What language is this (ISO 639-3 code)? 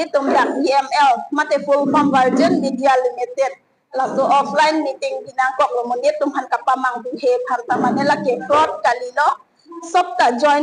mjw